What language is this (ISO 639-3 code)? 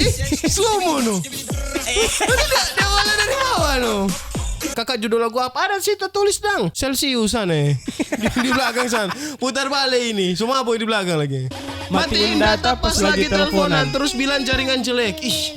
xmm